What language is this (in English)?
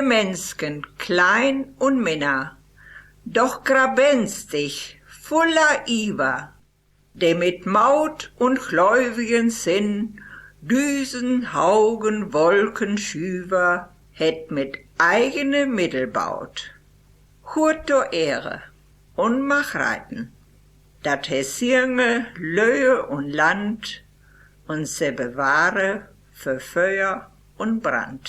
Westphalien